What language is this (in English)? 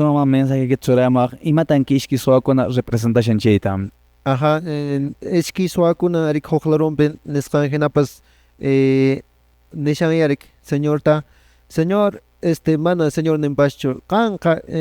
Quechua